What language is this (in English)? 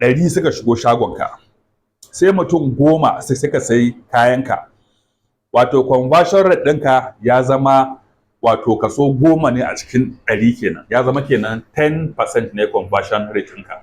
Hausa